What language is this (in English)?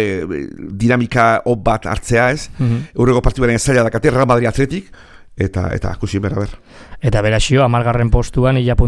Basque